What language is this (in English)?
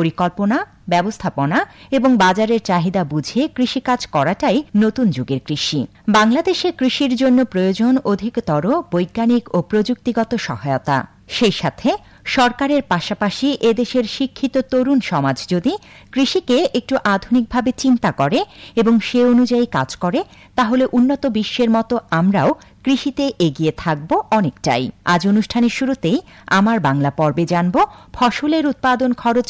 Bangla